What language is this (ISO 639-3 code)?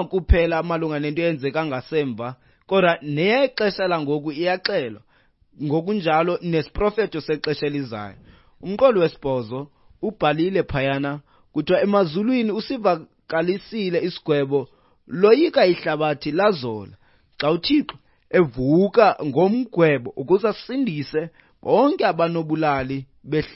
xho